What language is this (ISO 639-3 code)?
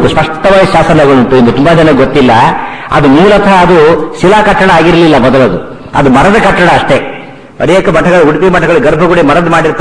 kan